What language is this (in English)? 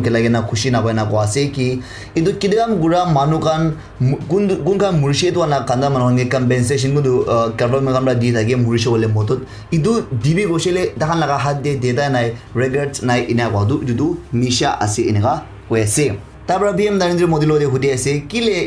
Naga Pidgin